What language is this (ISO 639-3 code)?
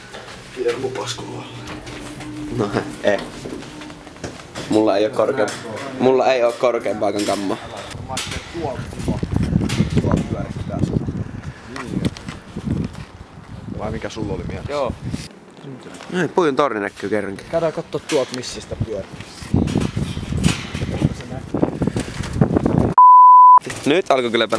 fin